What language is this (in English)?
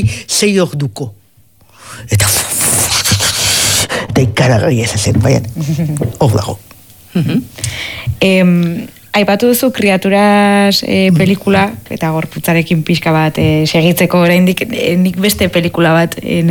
Basque